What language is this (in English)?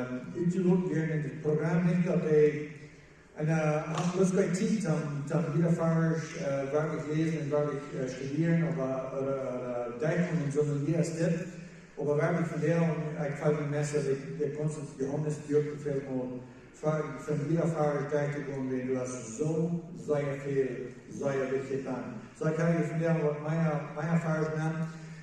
Plautdietsch